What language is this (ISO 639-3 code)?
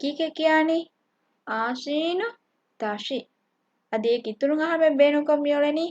div